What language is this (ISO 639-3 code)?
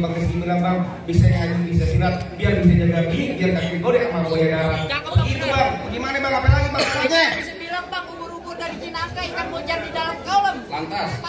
bew